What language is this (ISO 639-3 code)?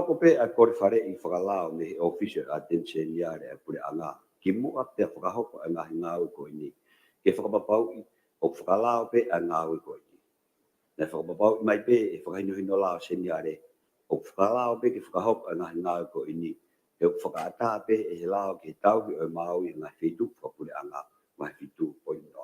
ton